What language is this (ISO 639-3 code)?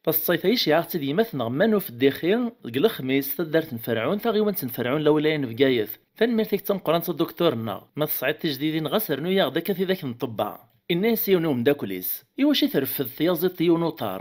kab